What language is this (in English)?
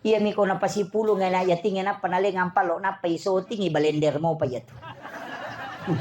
Buginese